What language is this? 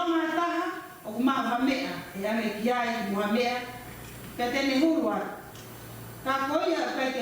Tongan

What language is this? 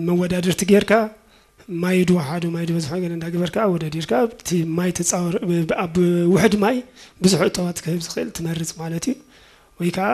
Tigrinya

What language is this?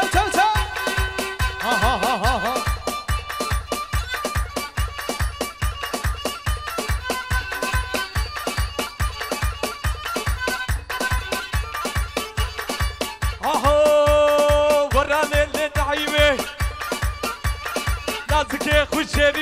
Kurdish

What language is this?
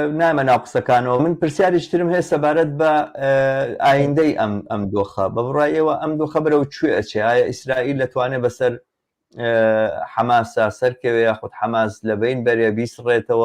Central Kurdish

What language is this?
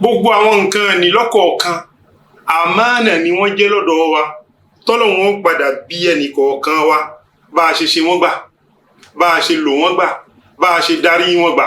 Yoruba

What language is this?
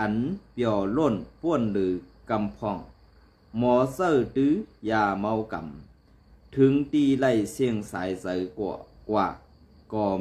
Shan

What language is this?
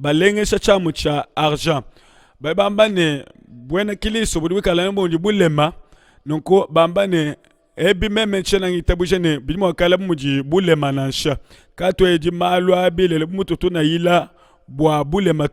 Luba-Lulua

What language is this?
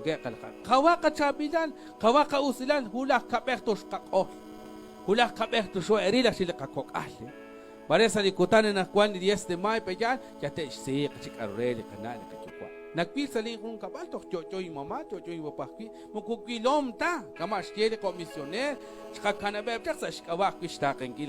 Kekchí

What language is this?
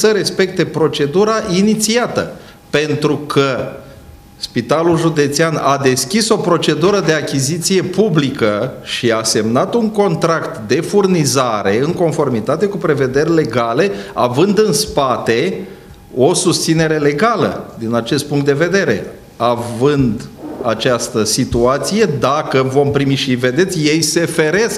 Romanian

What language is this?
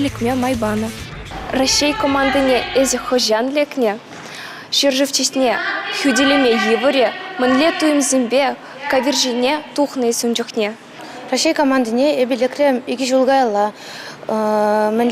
Chuvash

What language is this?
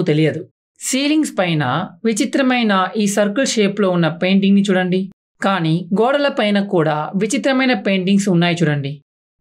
Telugu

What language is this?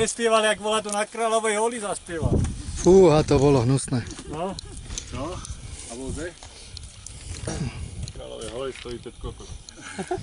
Slovak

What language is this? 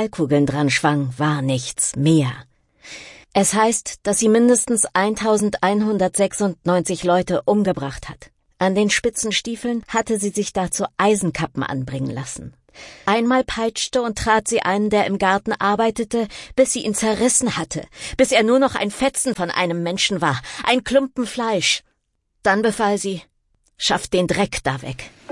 German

